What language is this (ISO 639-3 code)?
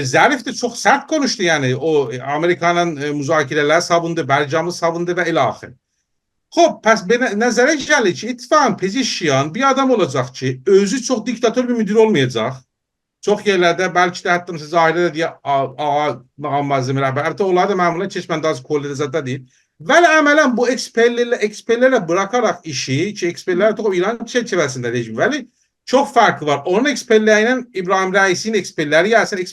azb